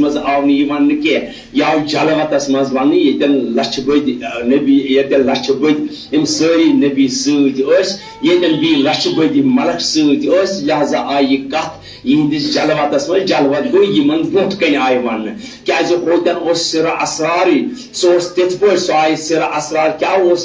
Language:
Kashmiri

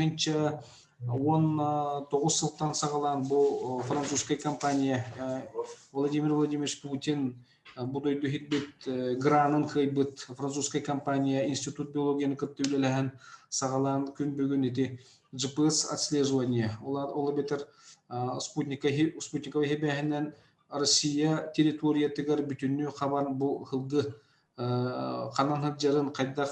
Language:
Yakut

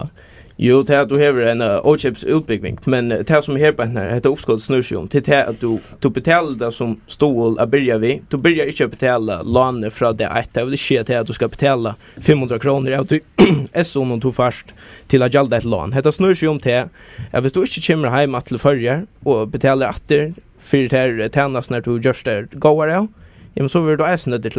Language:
Faroese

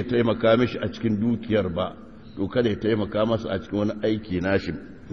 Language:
Hausa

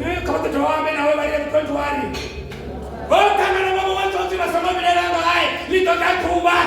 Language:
Venda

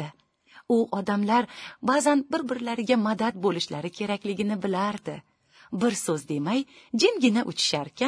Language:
Uzbek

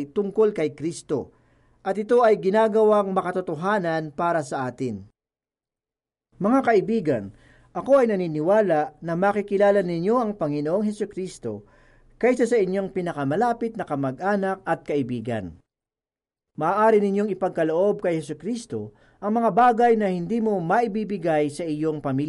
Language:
Filipino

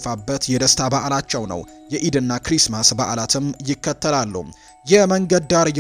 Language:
Amharic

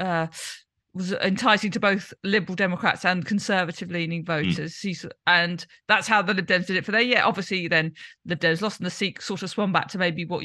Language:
English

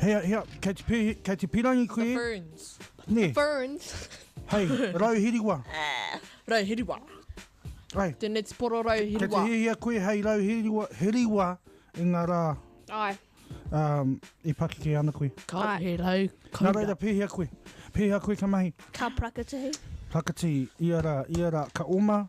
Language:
Māori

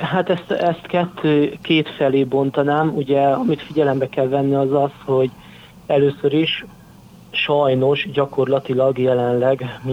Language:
Hungarian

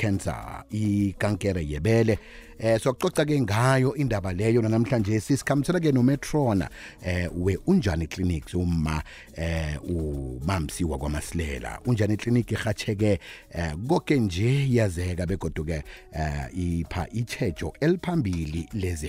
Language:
South Ndebele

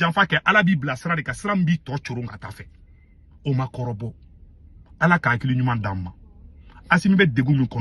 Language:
Bambara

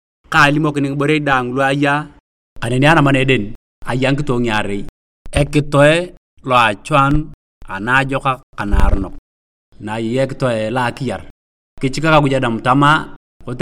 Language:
Turkana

